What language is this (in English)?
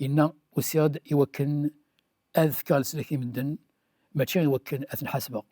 Kabyle